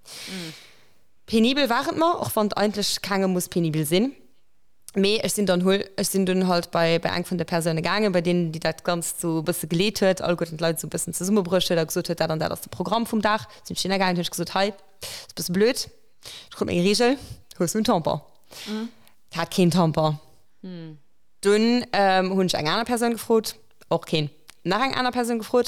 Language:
Luxembourgish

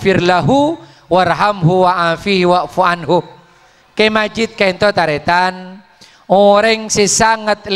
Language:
Madurese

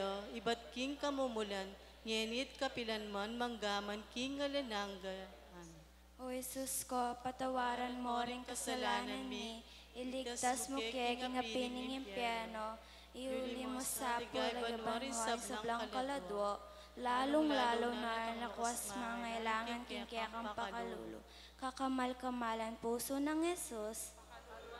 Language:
Pampanga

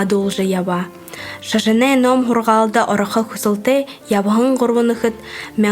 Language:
Buriat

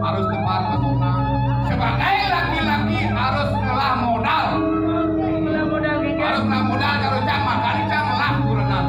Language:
Balinese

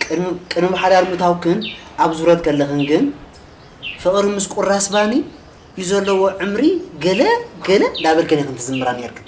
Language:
Tigrinya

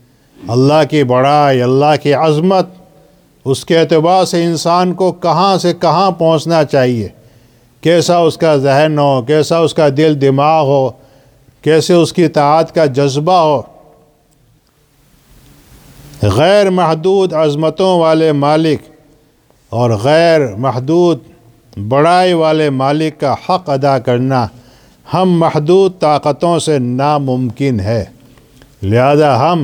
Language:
Urdu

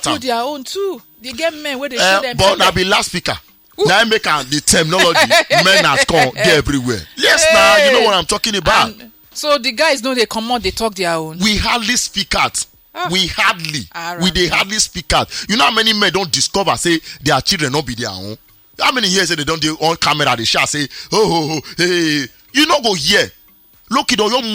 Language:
Nigerian Pidgin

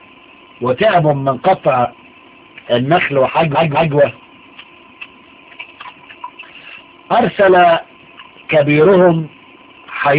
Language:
Arabic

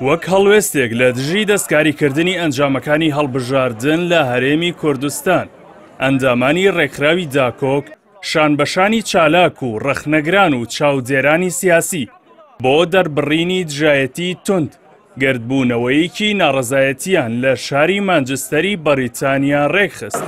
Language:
Central Kurdish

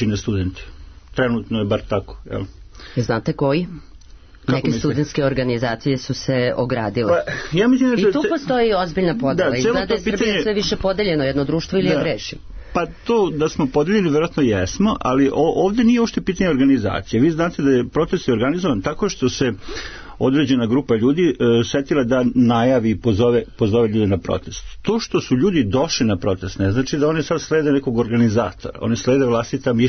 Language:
Serbian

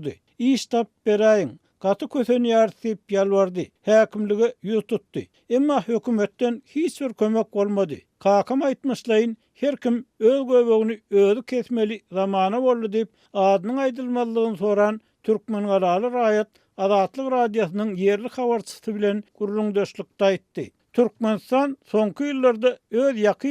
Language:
Turkmen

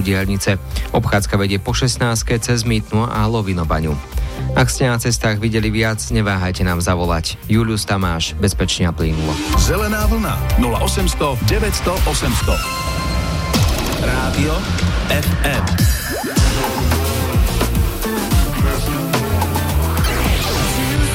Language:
Slovak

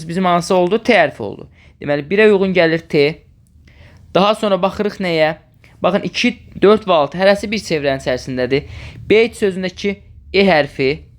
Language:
Azerbaijani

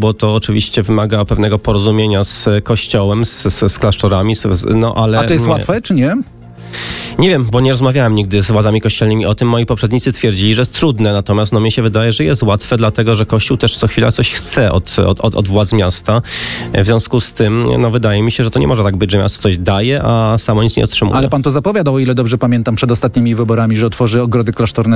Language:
Polish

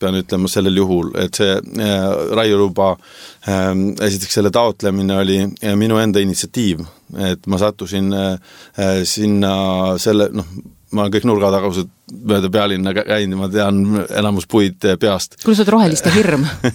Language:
Estonian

